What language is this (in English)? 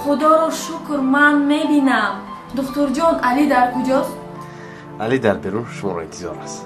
Tajik